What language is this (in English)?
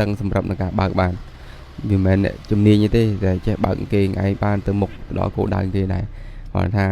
Khmer